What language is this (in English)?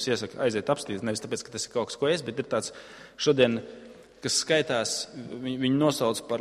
Latvian